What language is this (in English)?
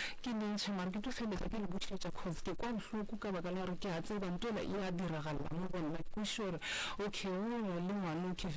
Northern Sotho